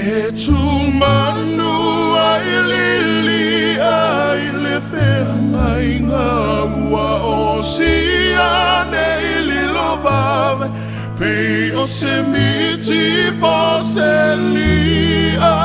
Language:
Samoan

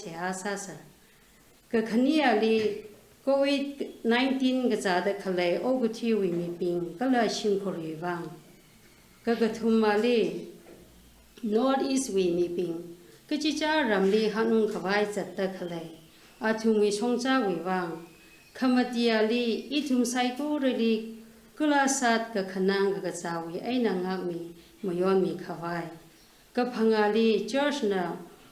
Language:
Tangkhul Naga (India)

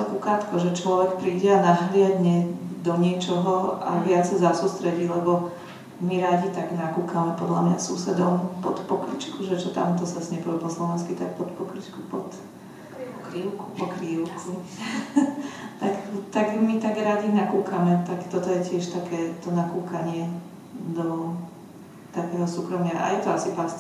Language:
Slovak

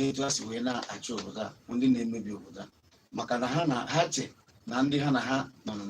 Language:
Igbo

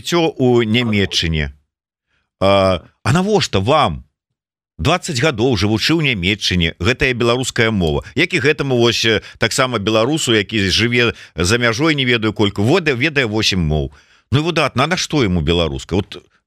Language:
Belarusian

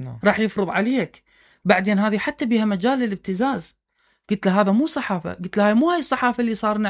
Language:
Mesopotamian Arabic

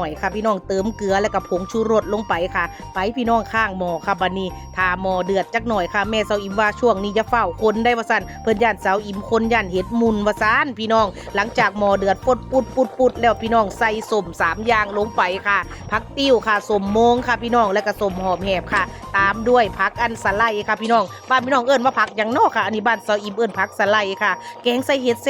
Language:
Northeastern Thai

